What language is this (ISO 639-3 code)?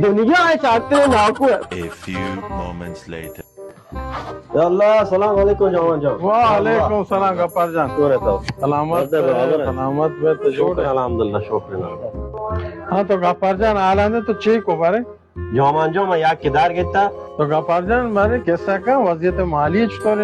bal